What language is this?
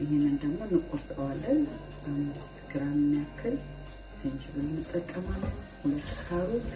Amharic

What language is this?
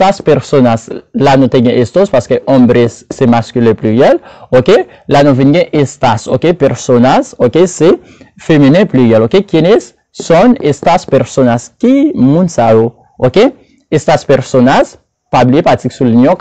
Haitian Creole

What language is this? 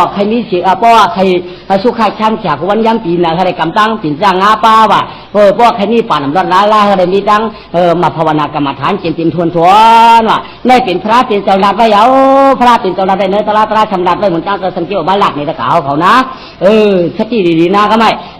Shan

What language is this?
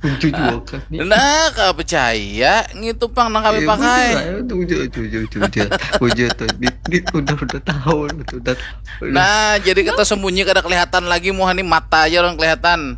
Banjar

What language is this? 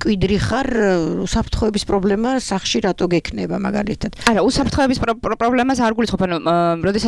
Georgian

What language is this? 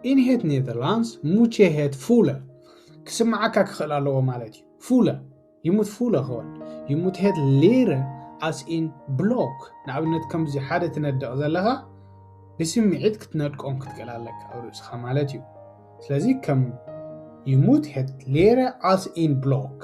Tigrinya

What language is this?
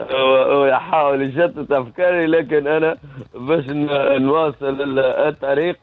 Tunisian Arabic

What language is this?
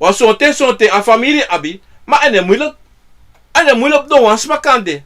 Sranan Tongo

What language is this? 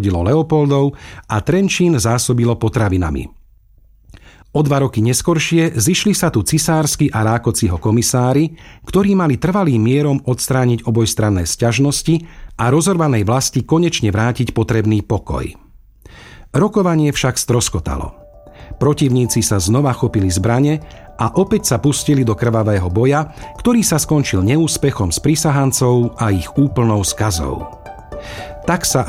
Slovak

